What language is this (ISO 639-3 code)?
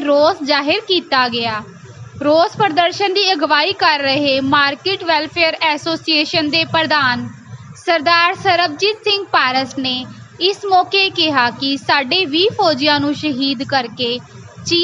pan